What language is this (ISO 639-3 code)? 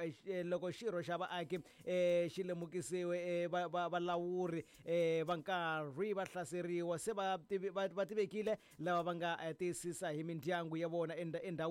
tso